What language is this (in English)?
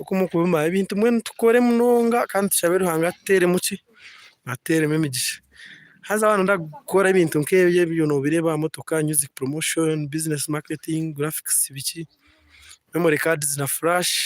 Nyankole